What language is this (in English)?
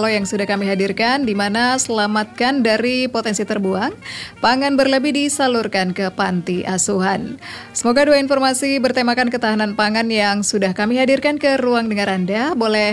Indonesian